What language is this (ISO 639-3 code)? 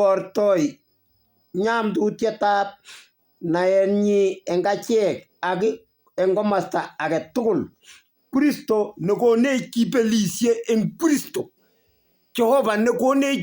kln